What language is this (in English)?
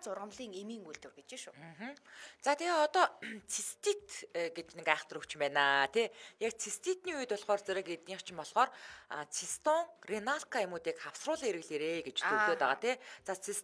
Mongolian